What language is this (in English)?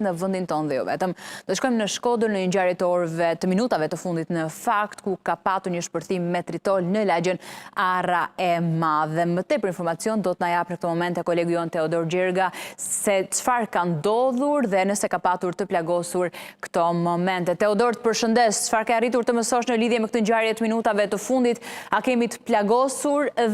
Albanian